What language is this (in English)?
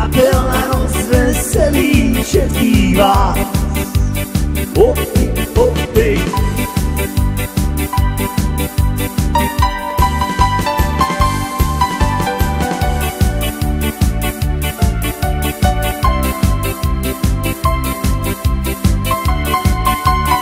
Slovak